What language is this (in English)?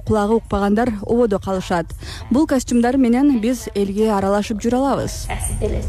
Kyrgyz